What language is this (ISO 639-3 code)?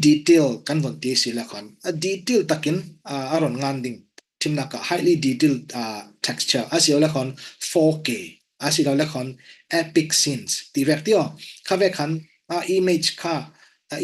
cfm